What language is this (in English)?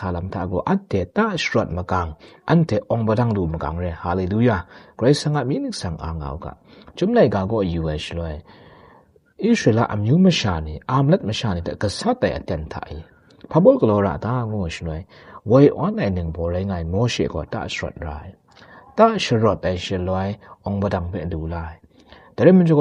Kachin